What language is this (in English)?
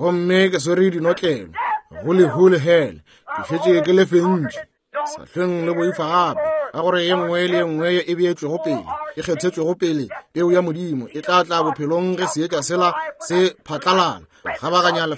Northern Sotho